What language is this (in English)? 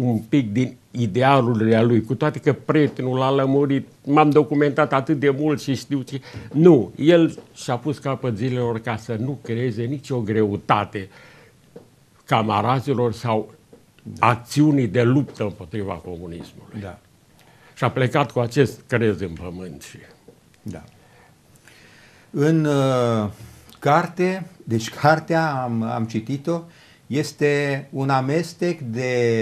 Romanian